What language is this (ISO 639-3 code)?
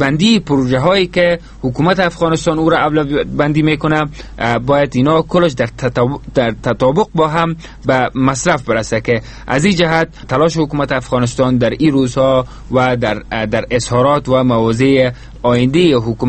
fas